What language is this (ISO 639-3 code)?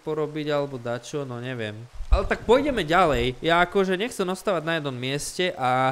slk